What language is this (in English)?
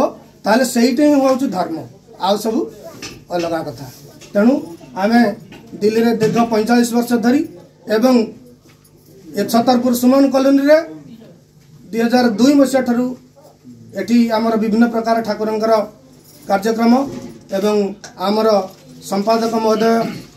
Odia